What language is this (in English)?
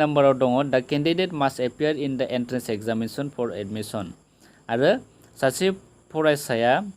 Bodo